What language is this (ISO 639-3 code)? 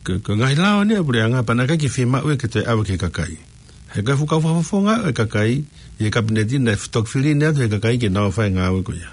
ton